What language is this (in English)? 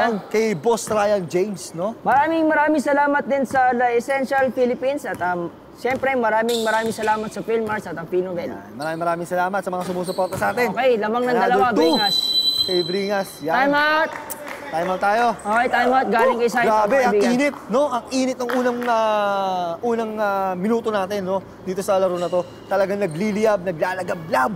Filipino